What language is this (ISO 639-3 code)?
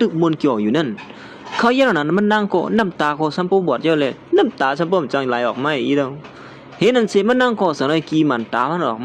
shn